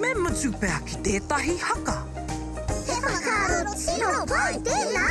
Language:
Māori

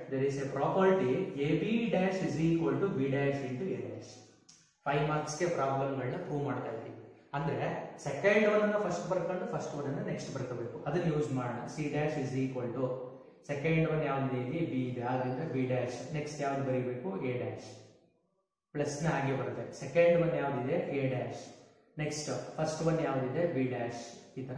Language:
Kannada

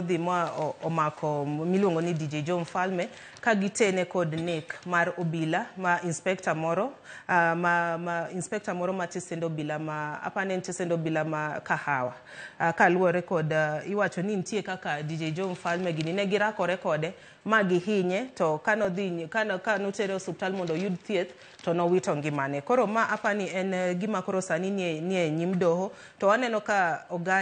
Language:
Luo (Kenya and Tanzania)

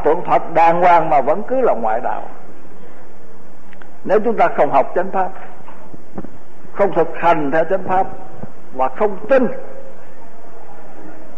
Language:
Vietnamese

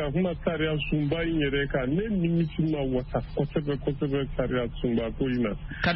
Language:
Bambara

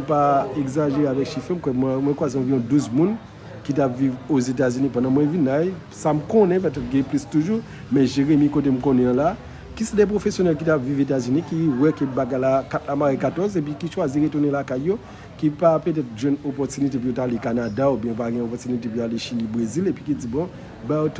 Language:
Haitian Creole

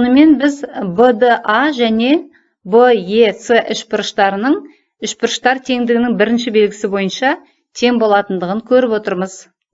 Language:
Kazakh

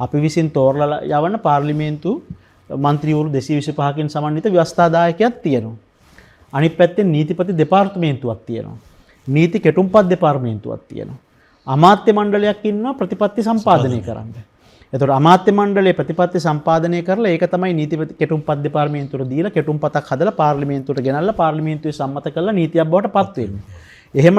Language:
Sinhala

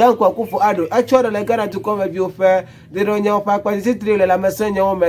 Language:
Ewe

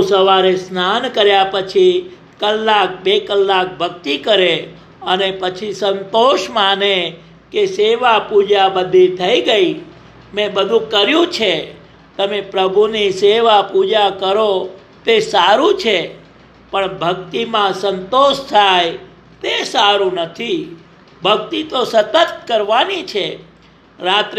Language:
Gujarati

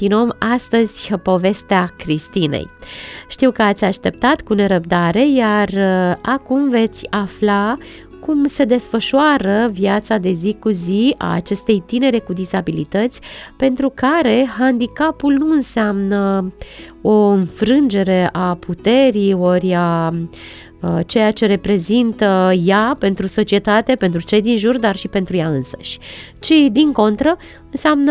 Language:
Romanian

